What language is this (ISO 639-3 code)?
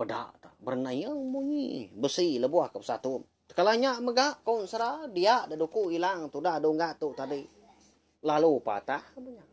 iba